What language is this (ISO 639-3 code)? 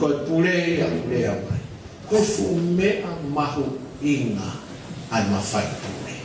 ton